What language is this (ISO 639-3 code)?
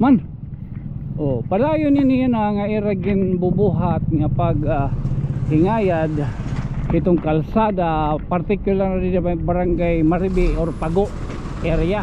war